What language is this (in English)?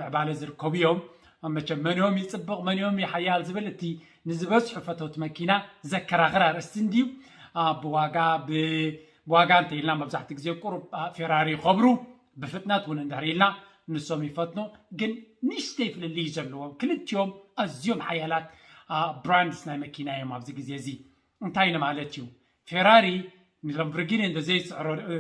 Tigrinya